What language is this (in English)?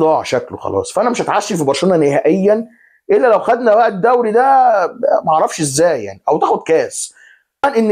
Egyptian Arabic